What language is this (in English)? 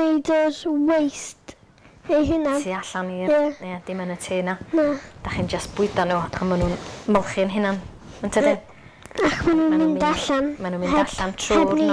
Welsh